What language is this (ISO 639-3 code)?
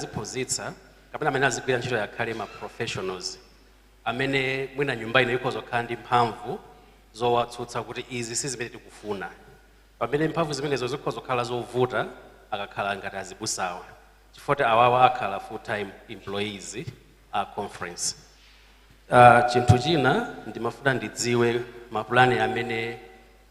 nya